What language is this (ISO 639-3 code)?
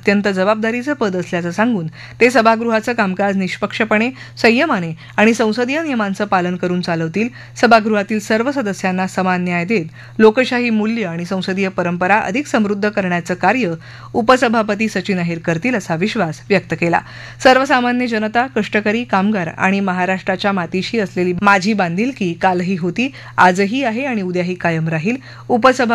mar